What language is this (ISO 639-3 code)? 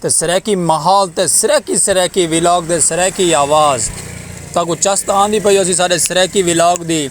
skr